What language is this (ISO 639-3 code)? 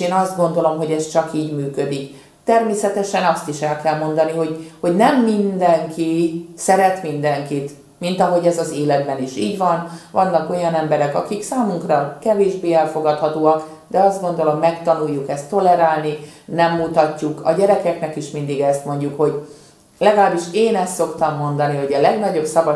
hun